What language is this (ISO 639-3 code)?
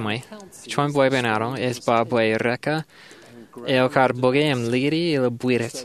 mah